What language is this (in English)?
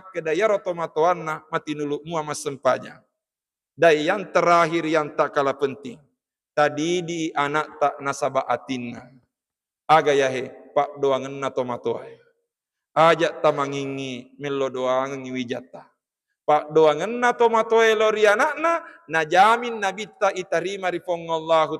Buginese